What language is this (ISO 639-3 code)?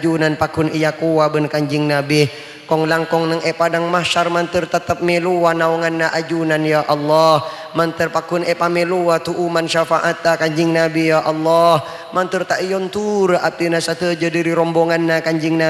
mad